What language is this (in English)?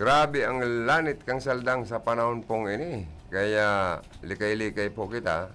Bikol